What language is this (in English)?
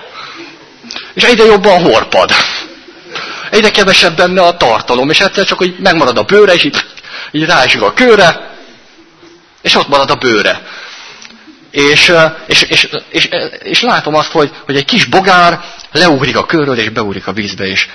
Hungarian